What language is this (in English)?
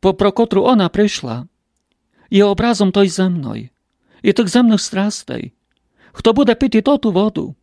Rusyn